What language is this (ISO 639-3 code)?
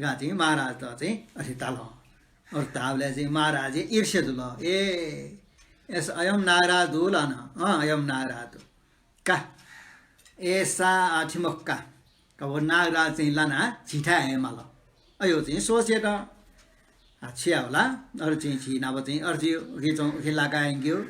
new